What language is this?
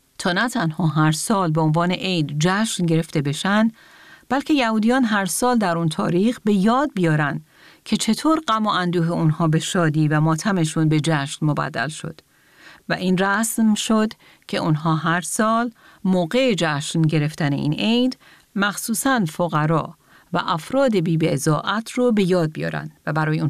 Persian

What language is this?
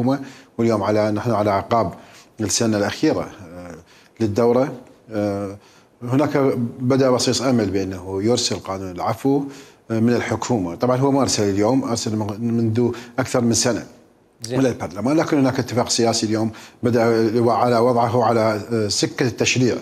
Mesopotamian Arabic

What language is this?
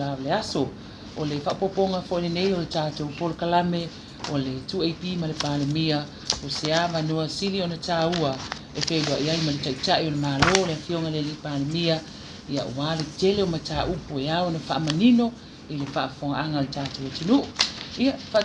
Samoan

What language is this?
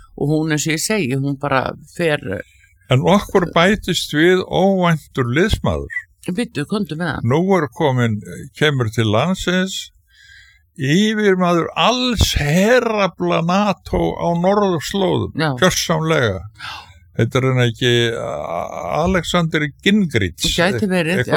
Icelandic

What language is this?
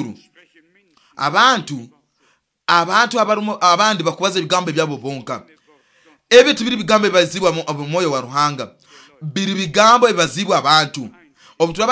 Nyoro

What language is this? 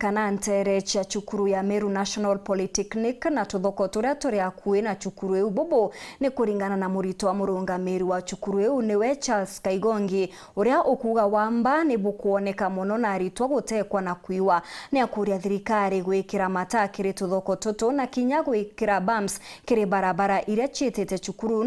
Meru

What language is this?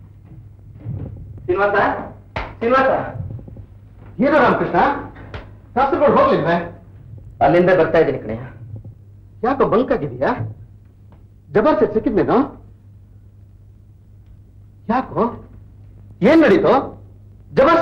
Kannada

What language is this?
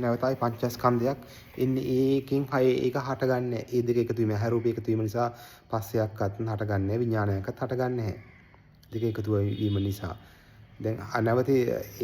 Sinhala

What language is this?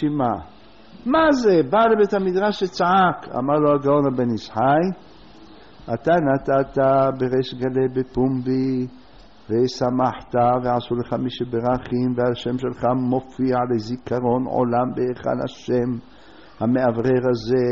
Hebrew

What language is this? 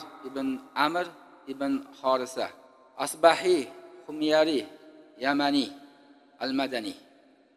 Uzbek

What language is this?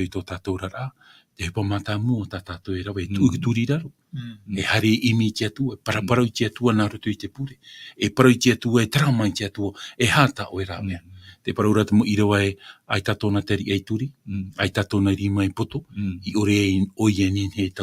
Tahitian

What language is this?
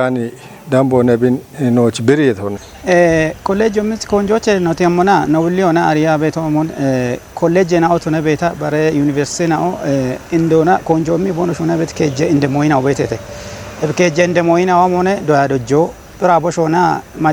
Kafa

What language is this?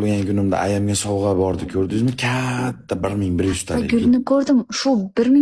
Uzbek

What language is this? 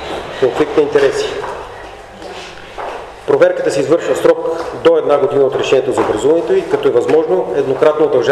Bulgarian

